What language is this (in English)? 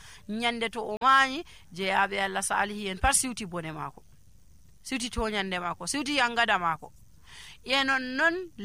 Nigerian Fulfulde